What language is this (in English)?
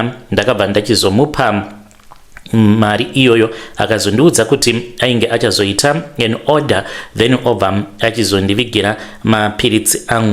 Shona